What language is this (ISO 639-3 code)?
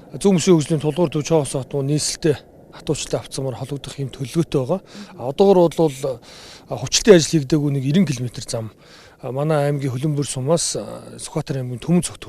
mon